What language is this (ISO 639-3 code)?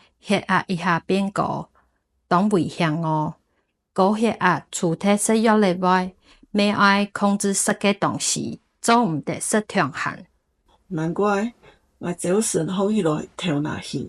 hak